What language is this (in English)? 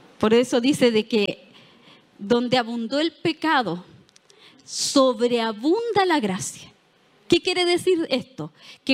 Spanish